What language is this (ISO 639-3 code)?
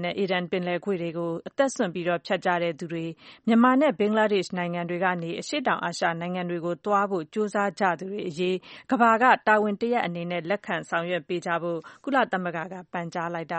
mya